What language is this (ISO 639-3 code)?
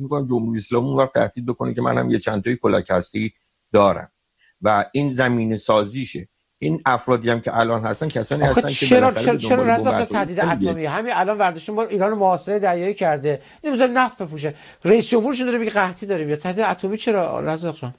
fas